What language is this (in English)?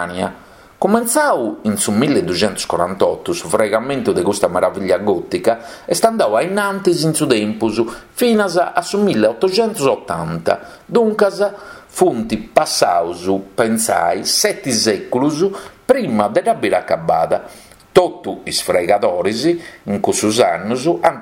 Sardinian